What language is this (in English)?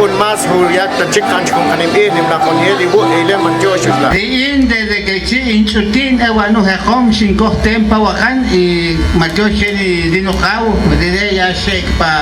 Achi